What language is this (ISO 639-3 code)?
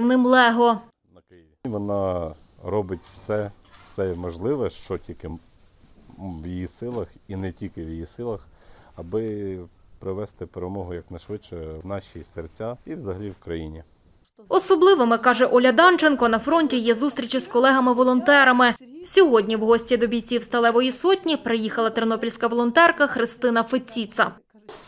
ukr